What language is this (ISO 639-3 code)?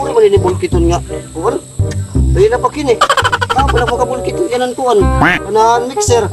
war